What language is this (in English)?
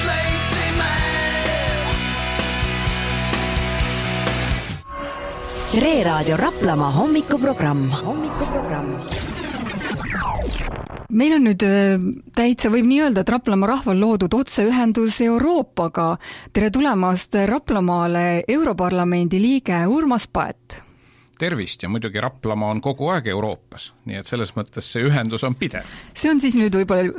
Estonian